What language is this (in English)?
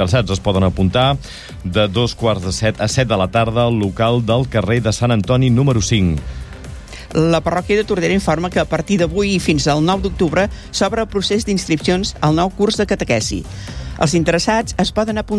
Catalan